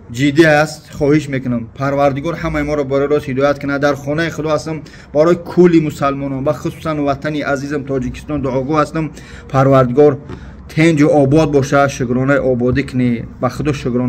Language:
Tajik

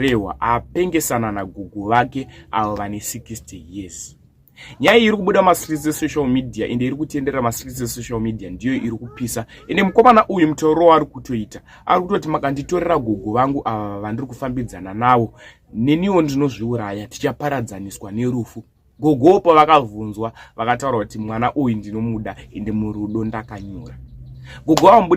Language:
Shona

